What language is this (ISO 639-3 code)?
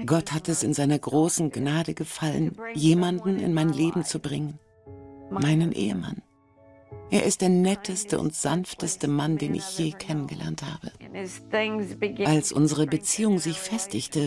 deu